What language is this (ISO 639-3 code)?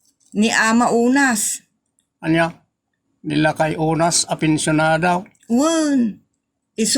ilo